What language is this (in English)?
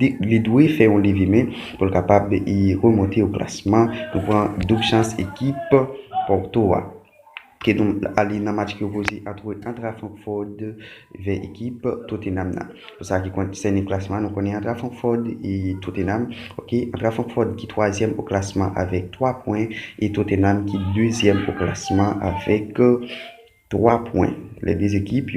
Haitian Creole